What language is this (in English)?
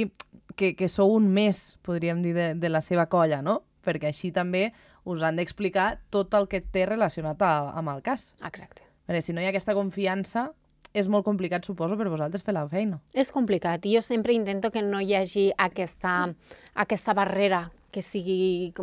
Catalan